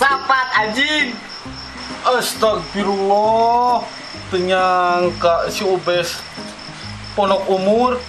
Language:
Sundanese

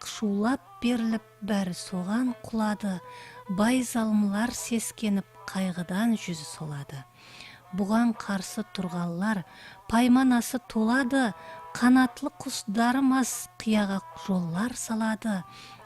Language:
Kara-Kalpak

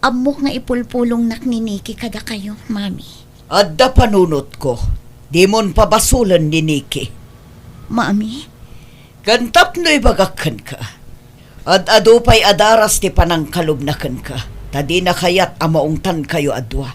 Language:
Iloko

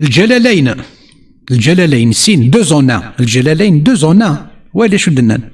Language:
Kabyle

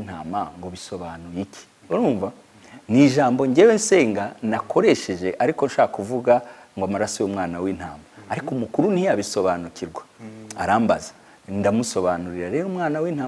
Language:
Kinyarwanda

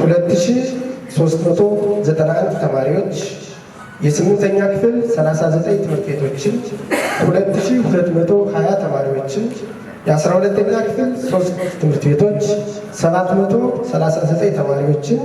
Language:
Amharic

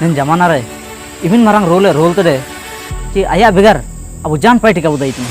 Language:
Ho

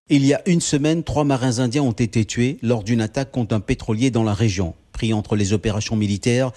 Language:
French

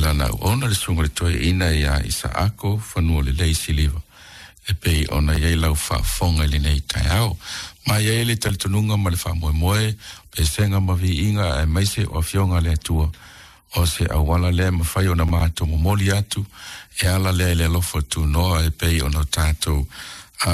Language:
Samoan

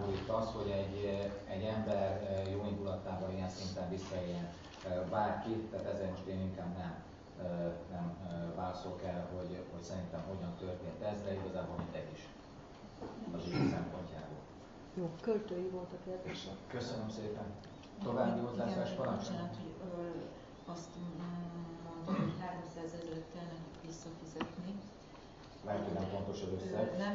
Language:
Hungarian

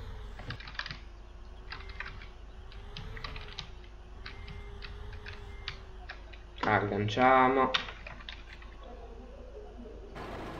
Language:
Italian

